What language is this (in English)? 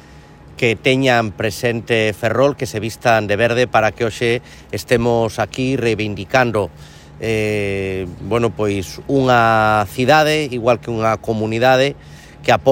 Galician